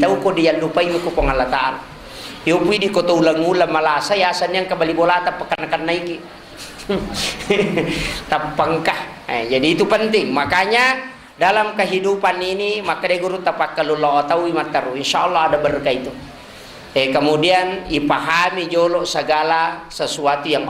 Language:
Buginese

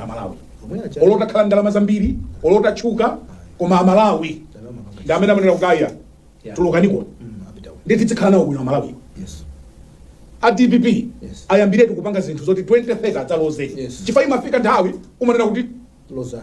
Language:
Nyanja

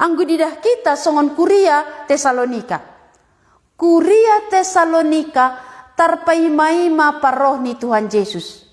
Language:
Batak Simalungun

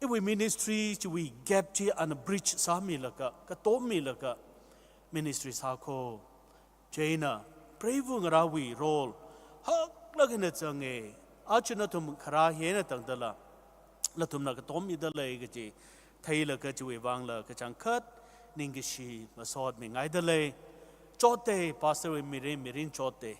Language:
Tangkhul Naga (India)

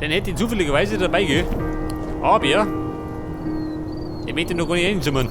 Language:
Bavarian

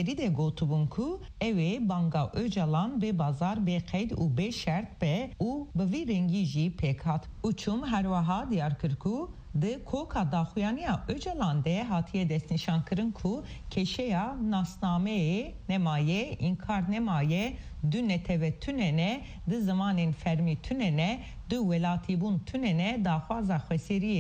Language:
Kurdish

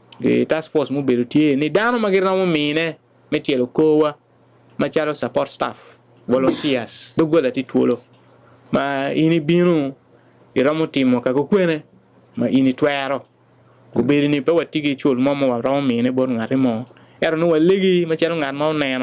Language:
Acoli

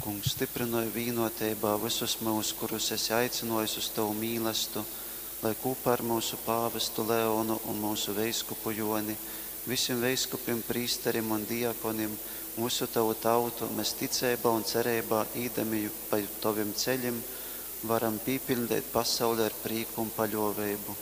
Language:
Latgalian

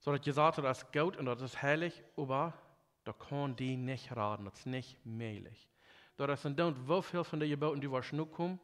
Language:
Plautdietsch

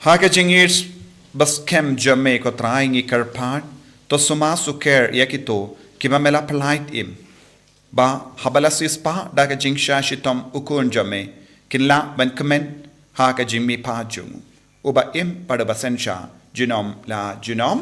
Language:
Khasi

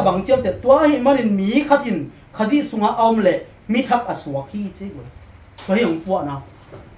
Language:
Tedim Chin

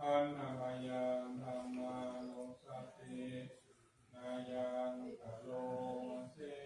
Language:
Pali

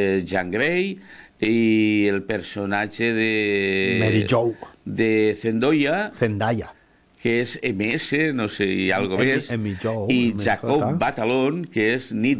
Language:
Catalan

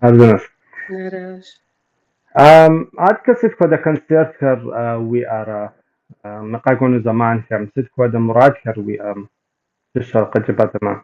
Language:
Kabardian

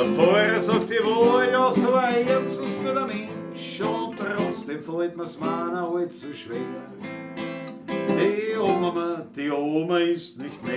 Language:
Bavarian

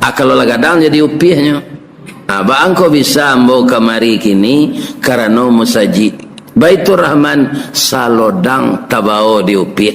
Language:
Minangkabau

